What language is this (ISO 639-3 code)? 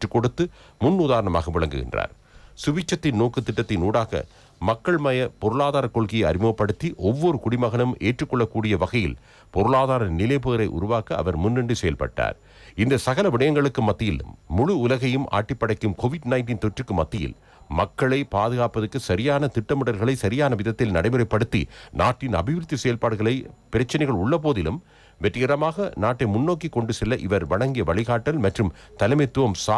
tam